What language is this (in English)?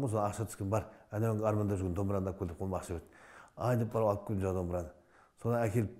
Kazakh